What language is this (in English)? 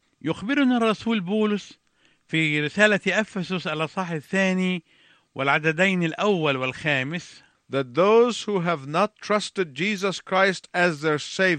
Arabic